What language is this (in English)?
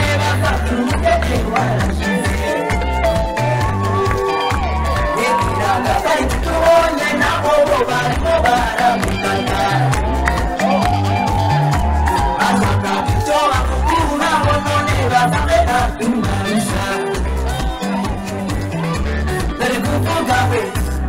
Kinyarwanda